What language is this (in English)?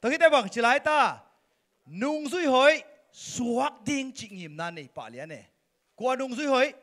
Tedim Chin